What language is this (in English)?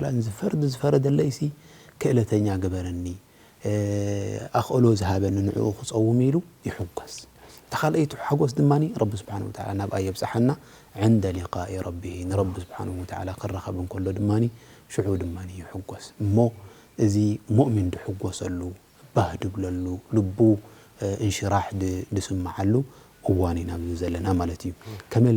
Tigrinya